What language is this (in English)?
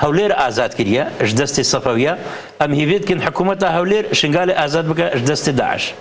Kurdish